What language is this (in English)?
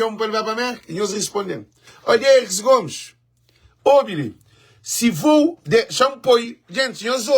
Kabuverdianu